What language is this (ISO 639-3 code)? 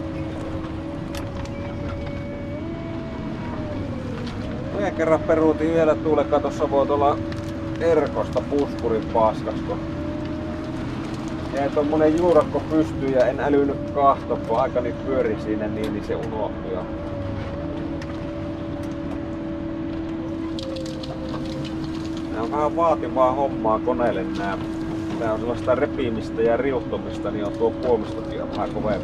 fin